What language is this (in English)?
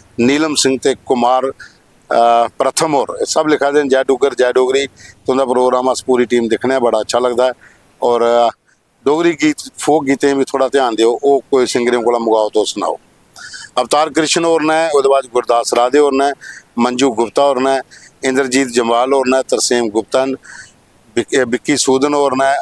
Dogri